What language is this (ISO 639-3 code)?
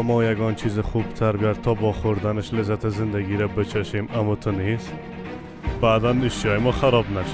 fas